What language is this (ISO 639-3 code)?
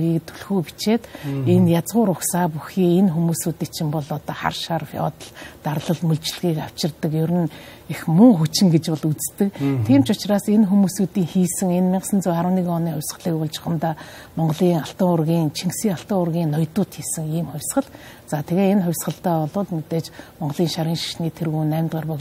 mon